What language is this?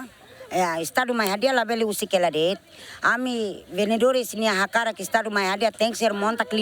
Tetum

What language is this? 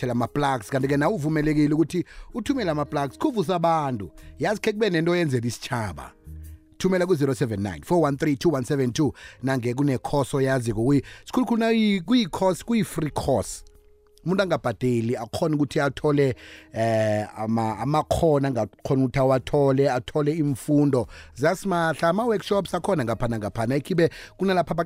South Ndebele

